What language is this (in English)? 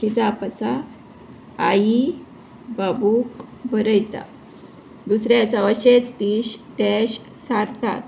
Konkani